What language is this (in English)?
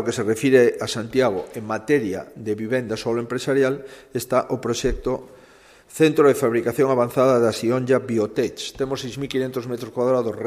Galician